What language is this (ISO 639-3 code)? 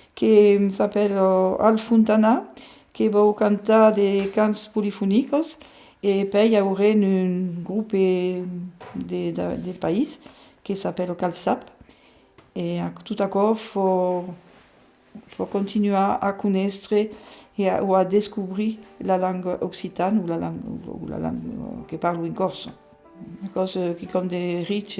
oci